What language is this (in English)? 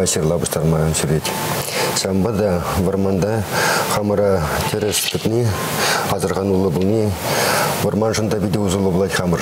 Chuvash